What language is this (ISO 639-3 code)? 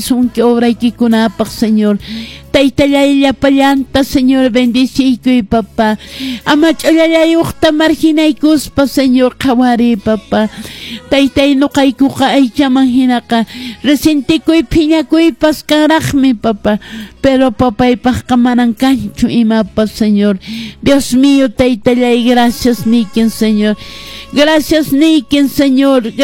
que